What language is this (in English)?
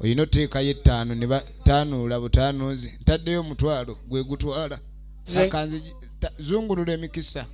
Ganda